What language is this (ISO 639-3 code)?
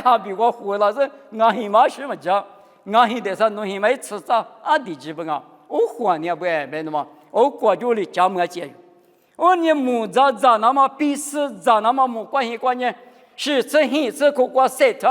lis